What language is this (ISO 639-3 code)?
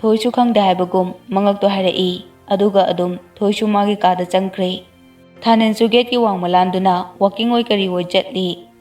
mni